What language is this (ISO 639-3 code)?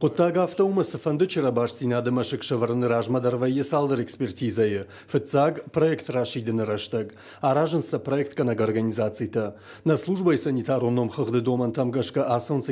oss